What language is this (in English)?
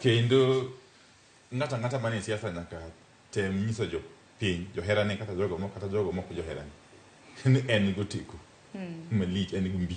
Luo (Kenya and Tanzania)